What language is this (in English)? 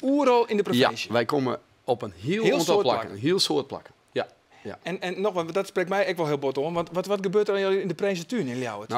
Western Frisian